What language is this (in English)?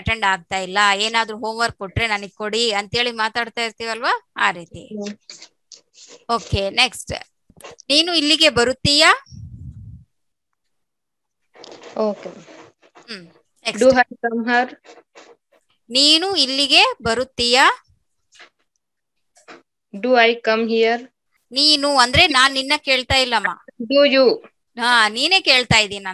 Kannada